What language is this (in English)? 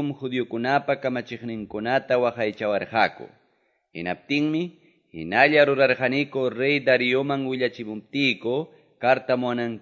Quechua